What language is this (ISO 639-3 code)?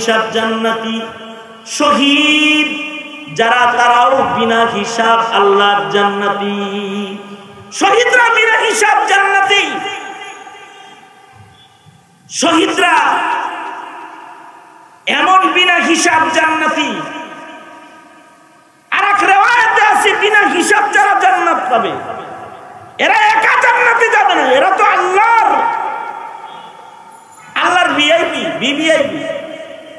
ben